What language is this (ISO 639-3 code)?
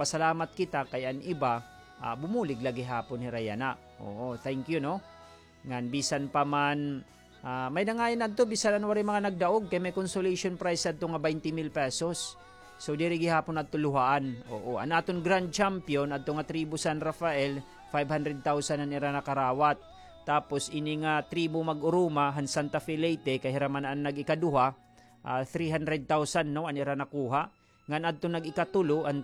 war